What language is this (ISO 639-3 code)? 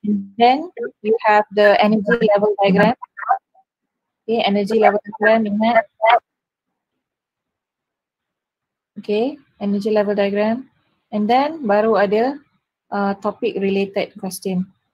msa